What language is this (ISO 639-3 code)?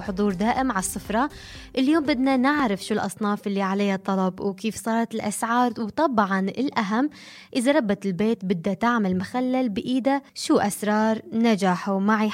apc